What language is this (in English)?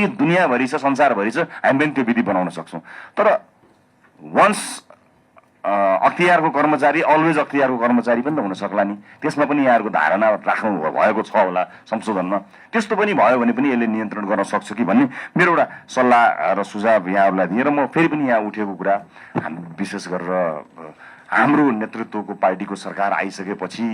Nepali